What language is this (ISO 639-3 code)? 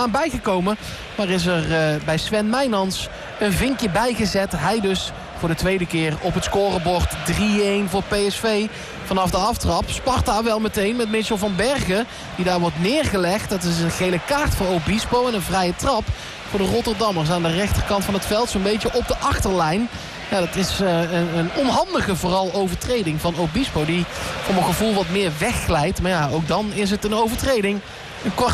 nld